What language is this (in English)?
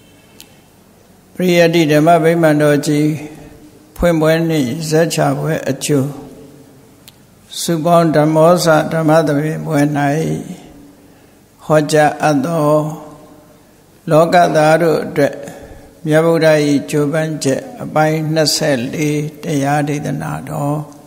Burmese